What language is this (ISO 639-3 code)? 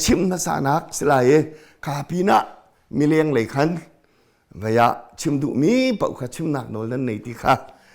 cnh